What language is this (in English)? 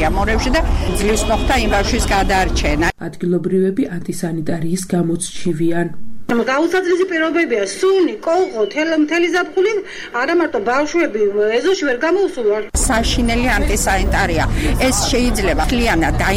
Georgian